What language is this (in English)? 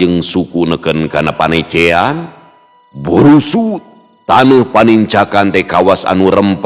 Sundanese